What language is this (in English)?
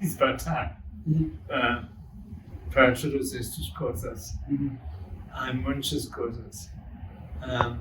Ladino